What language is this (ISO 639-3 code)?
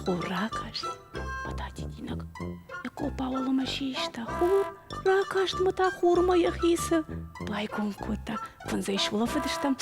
oss